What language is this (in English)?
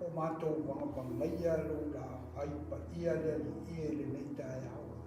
Samoan